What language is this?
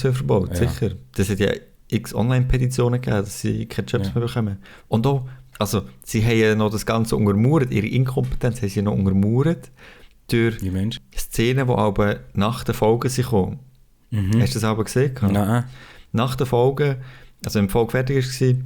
Swiss German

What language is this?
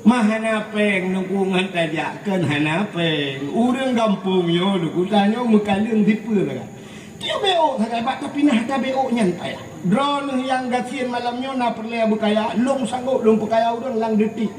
Achinese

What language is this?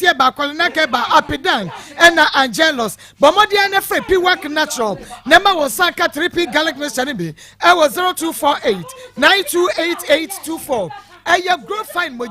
Akan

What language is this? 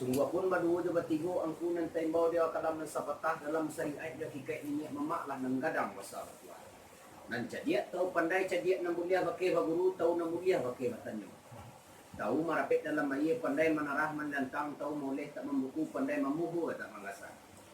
Minangkabau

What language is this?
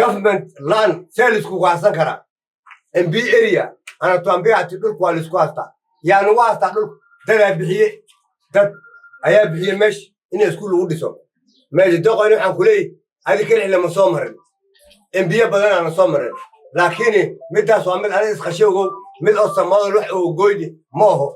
Somali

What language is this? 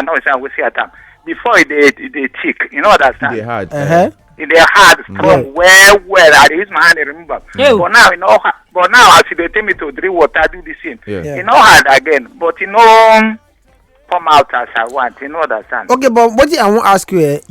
Nigerian Pidgin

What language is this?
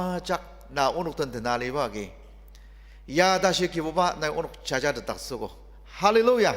Ao Naga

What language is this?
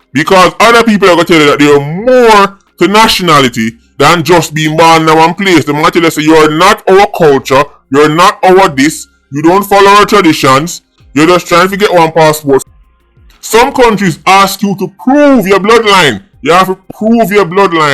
Jamaican Creole English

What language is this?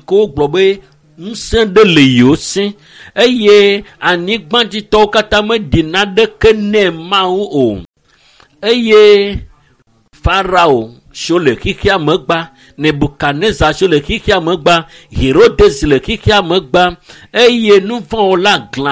Ewe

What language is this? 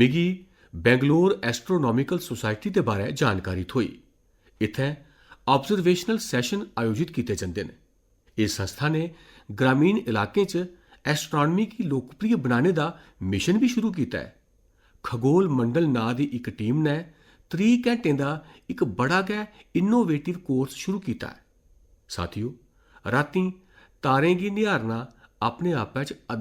Dogri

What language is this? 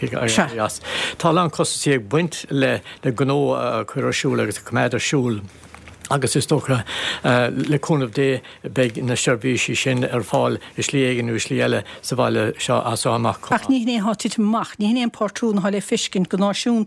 Irish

